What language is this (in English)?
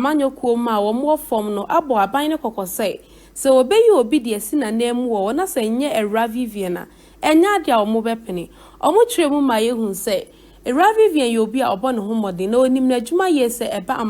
Akan